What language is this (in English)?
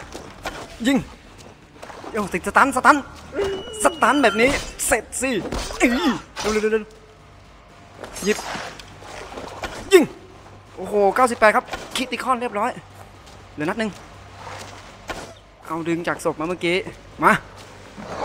Thai